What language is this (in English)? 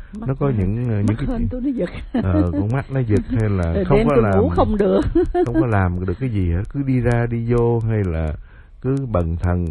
Vietnamese